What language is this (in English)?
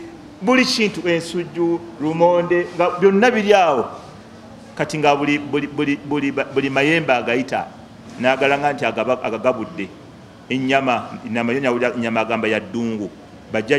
Ganda